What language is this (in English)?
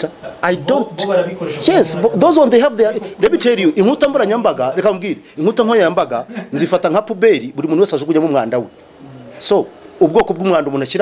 Kinyarwanda